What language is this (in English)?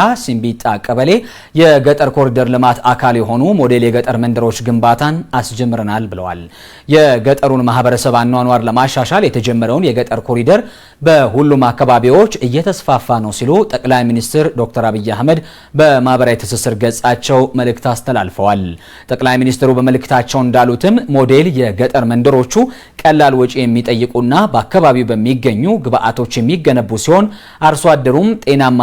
Amharic